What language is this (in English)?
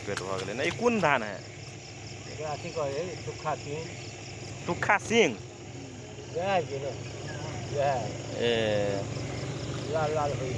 Magahi